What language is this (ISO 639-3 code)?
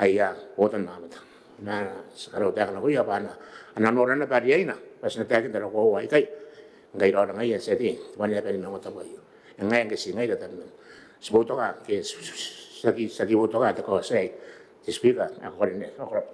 gil